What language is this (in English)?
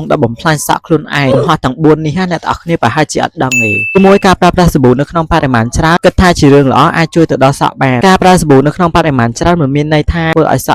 Khmer